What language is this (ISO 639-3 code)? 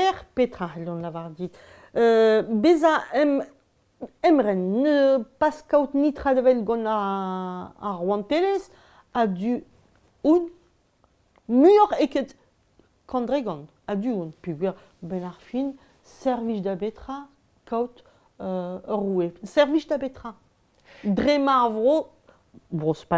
bre